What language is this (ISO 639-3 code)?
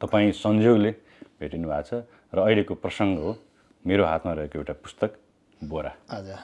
nep